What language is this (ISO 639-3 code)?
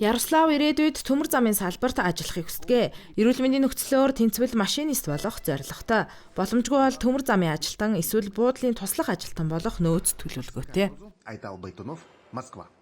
mon